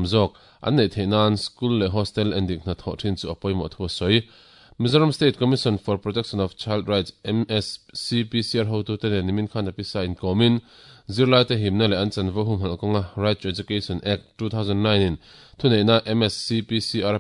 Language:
Mizo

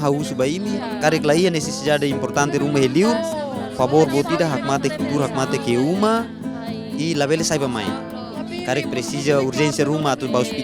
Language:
Tetum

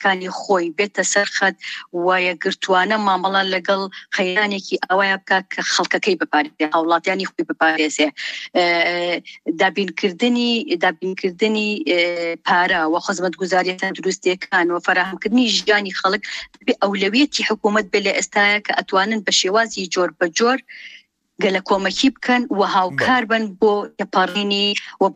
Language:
Central Kurdish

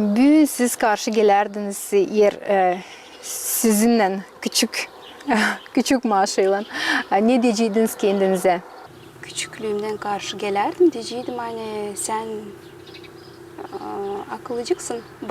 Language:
Gagauz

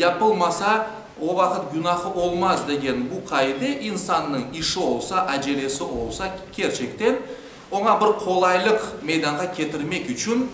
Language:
Crimean Tatar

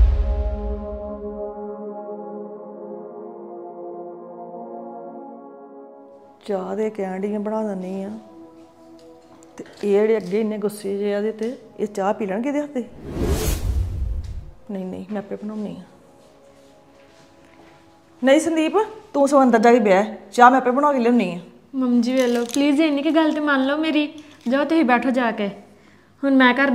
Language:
Punjabi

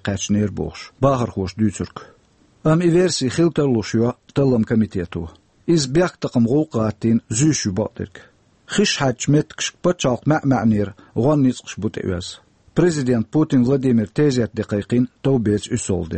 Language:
Chechen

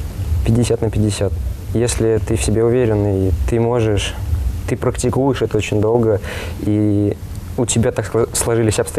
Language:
Russian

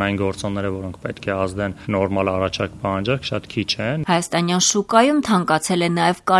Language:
Armenian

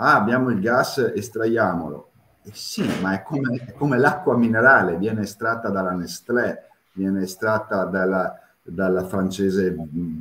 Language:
Italian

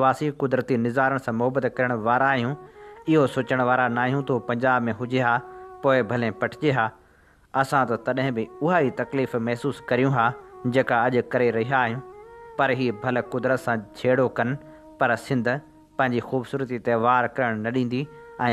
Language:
Sindhi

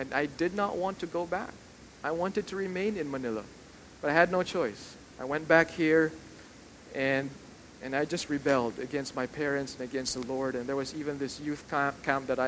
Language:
English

